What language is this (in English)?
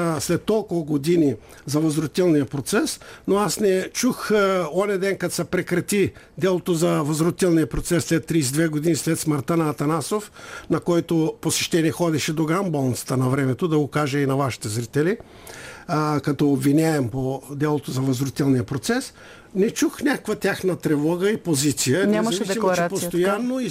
Bulgarian